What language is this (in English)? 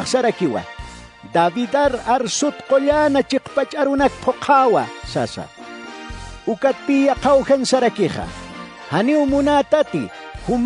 Aymara